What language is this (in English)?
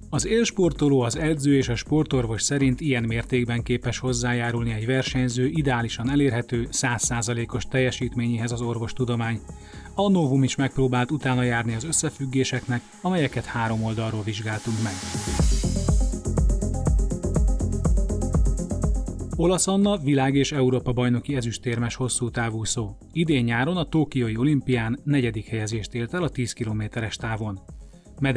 Hungarian